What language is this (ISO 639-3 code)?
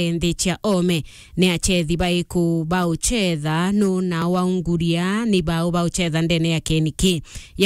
mer